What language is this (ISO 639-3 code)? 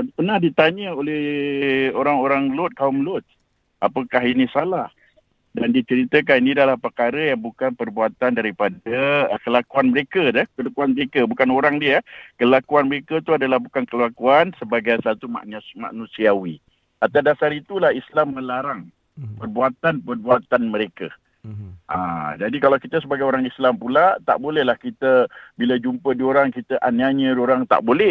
msa